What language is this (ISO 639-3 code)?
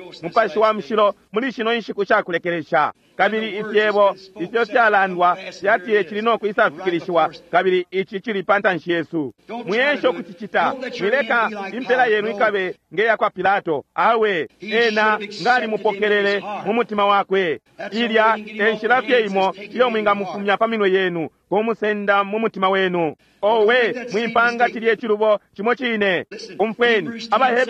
bem